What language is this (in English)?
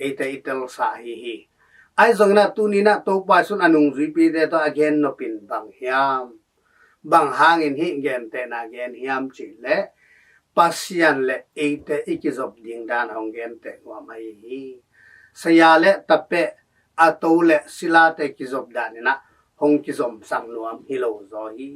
Tedim Chin